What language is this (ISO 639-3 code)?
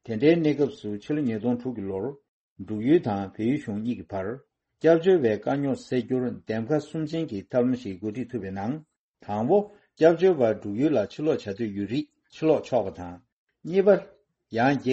bod